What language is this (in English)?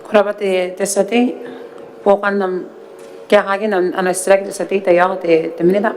Gilbertese